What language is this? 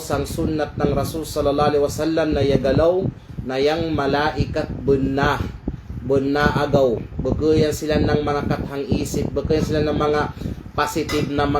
Kalagan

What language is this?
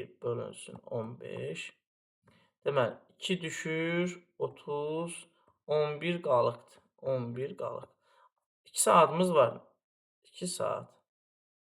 Azerbaijani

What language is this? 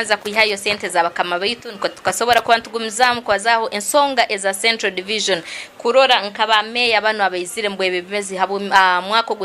Nyankole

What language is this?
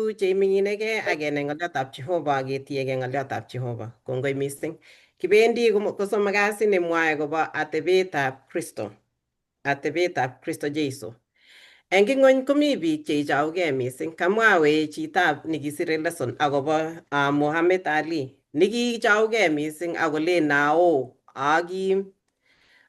Kalenjin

